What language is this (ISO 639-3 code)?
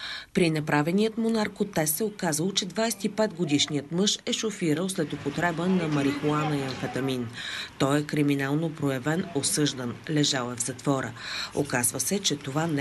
bul